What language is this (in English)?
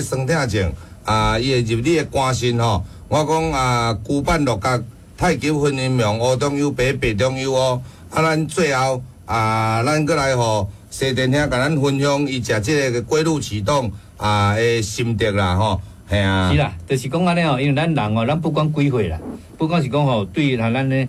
Min Nan Chinese